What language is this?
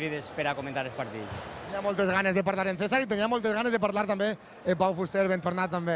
Catalan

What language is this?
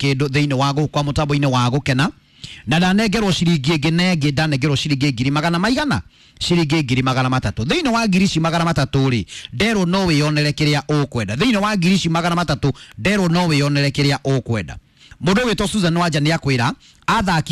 Kikuyu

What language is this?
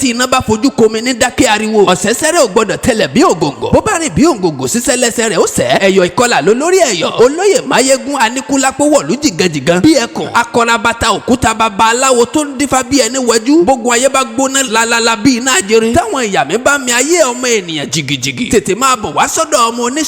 Yoruba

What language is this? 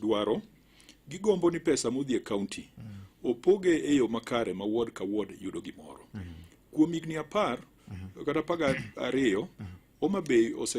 Luo (Kenya and Tanzania)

